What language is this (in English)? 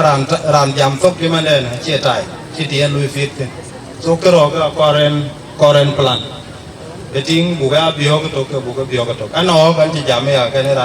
Dinka